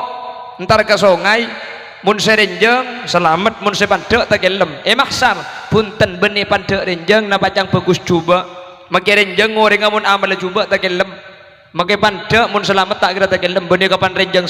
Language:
Madurese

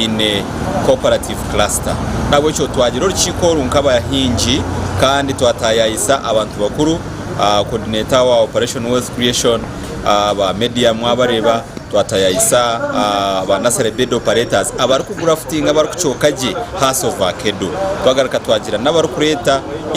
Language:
Nyankole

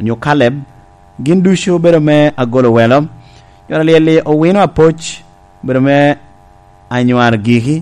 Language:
Lango (Uganda)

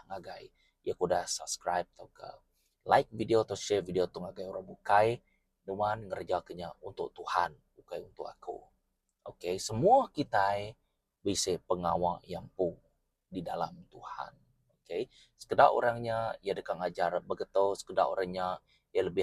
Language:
Iban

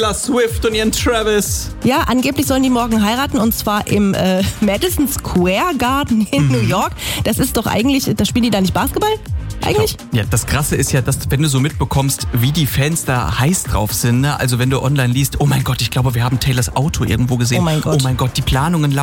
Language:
German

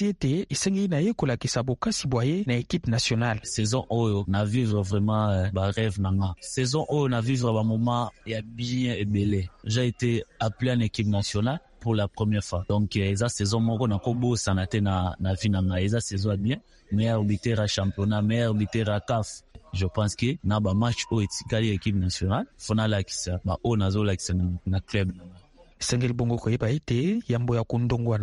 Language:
Lingala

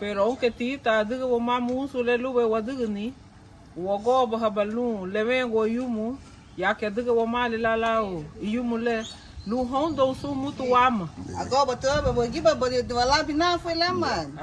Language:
Garifuna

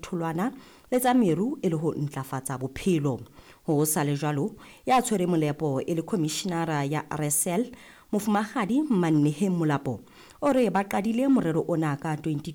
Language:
Southern Sotho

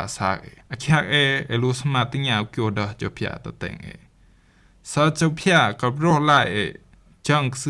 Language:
Rumai Palaung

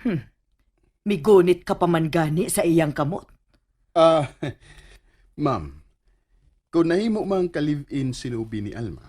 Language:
Cebuano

